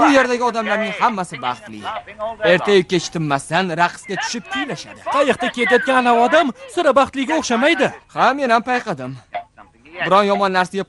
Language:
Uzbek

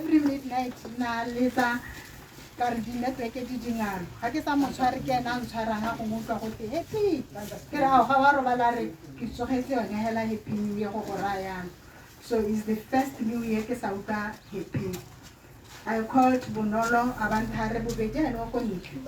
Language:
Tswana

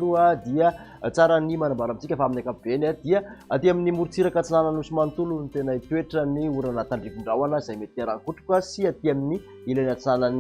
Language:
Malagasy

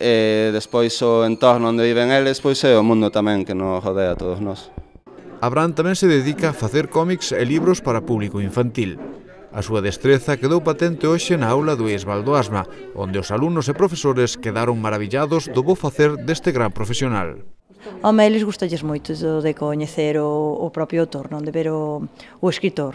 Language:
Galician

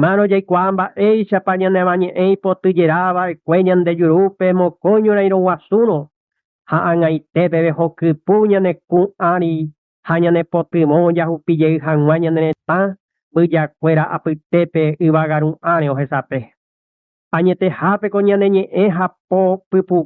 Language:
Guarani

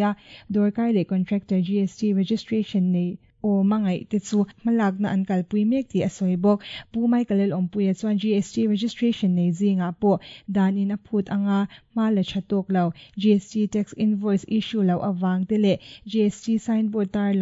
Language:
Mizo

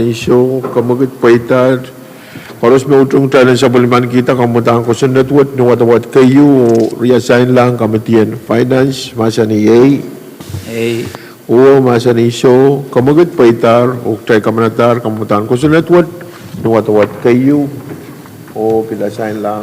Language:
Pohnpeian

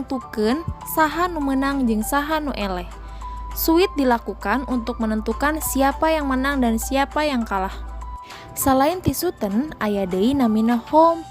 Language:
Sundanese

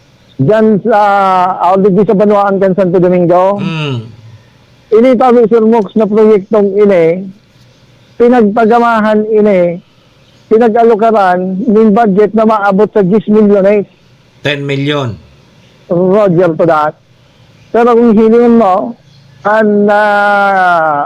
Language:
Bikol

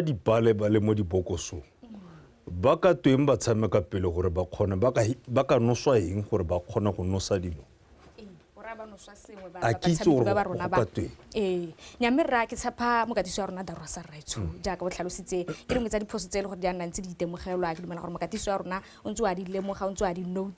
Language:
Tswana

